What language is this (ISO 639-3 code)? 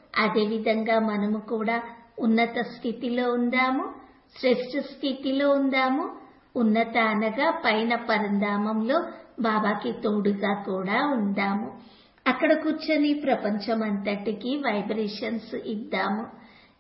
tel